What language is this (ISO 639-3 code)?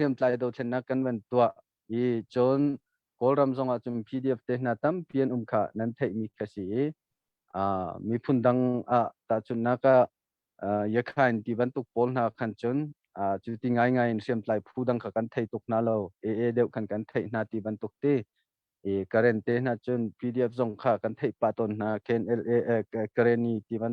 cnh